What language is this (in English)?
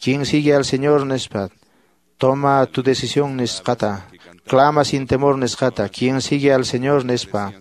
Quechua